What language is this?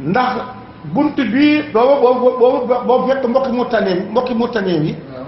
Wolof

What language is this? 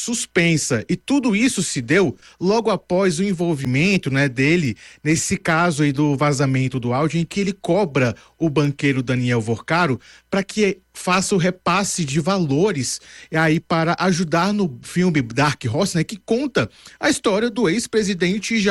Portuguese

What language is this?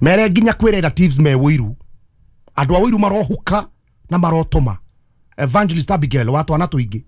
Kikuyu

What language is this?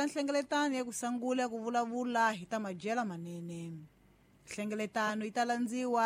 Tsonga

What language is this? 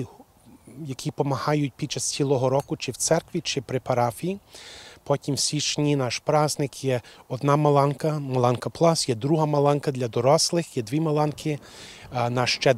Ukrainian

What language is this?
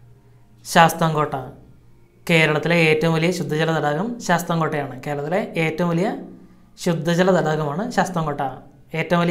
Malayalam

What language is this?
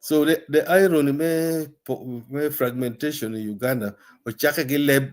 Acoli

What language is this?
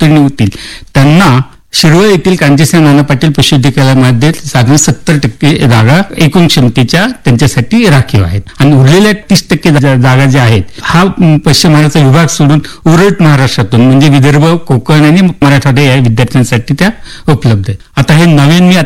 Marathi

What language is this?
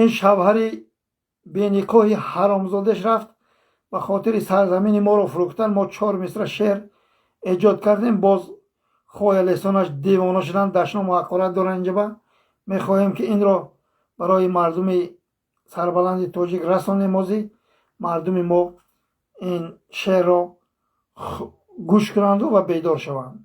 Tajik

